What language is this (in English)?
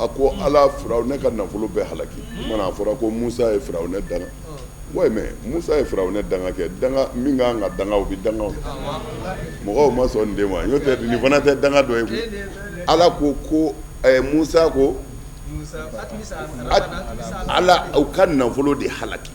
Bambara